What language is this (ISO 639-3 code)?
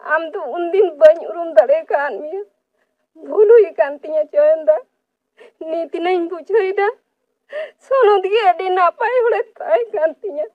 sat